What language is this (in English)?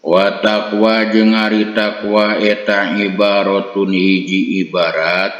Sundanese